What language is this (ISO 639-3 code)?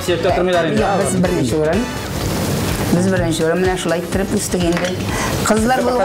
kaz